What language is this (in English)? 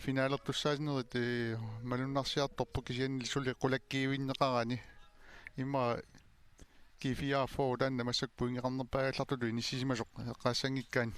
Kalaallisut